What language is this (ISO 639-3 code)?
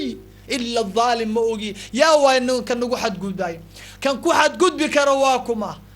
som